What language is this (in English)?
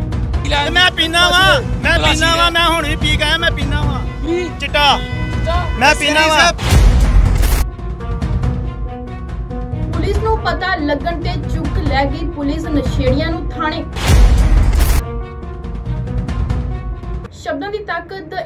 Punjabi